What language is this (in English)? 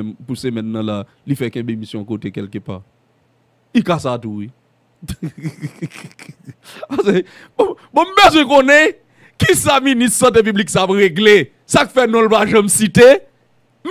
Haitian Creole